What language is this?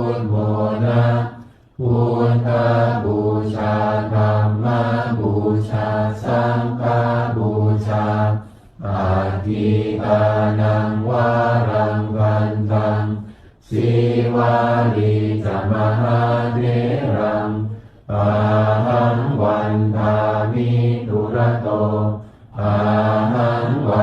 Pali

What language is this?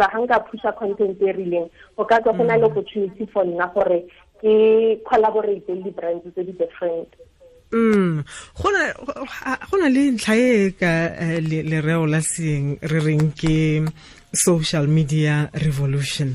Tswana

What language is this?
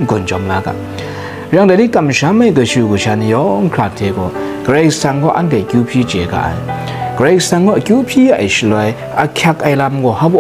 Kachin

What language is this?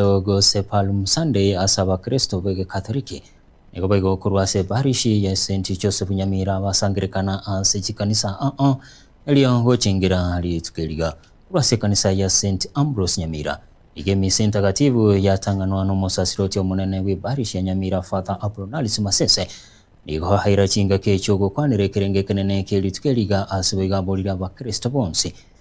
Gusii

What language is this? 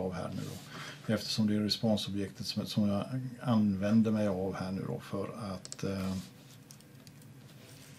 Swedish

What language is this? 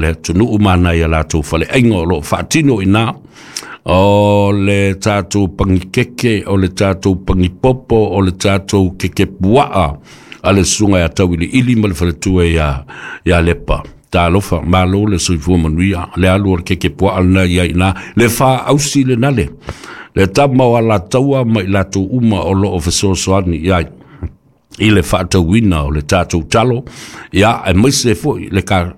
Samoan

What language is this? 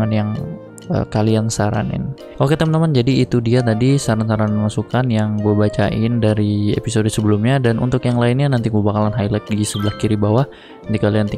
Indonesian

